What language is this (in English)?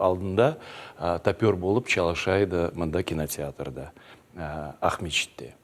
Crimean Tatar